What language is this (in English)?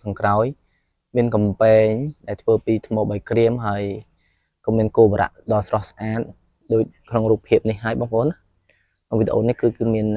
Khmer